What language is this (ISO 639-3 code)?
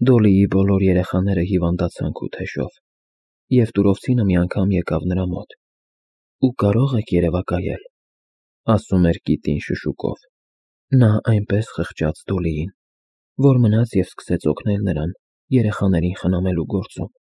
hye